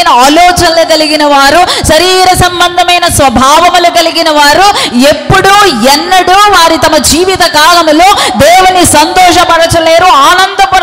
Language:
Telugu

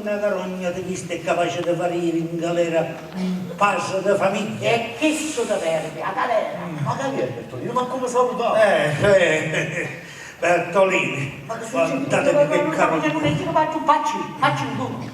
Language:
Sicilian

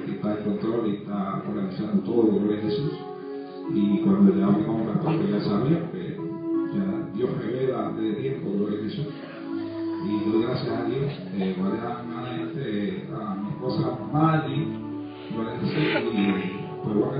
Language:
Spanish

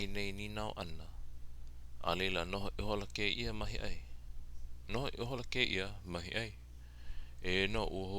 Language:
Hawaiian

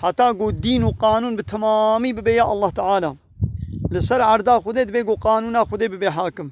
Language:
Kurdish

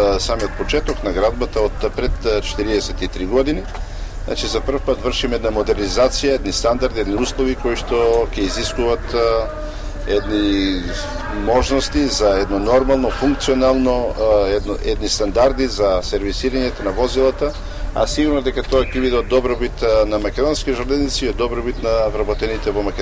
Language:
Macedonian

